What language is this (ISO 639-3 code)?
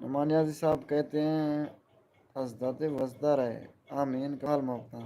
skr